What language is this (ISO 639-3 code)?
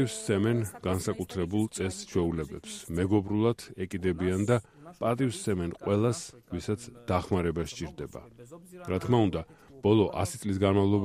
kat